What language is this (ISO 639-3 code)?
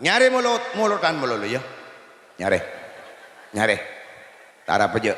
mad